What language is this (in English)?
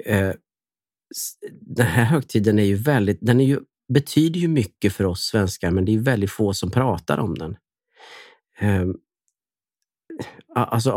Swedish